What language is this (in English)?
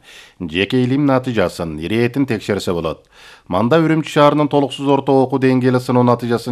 Kyrgyz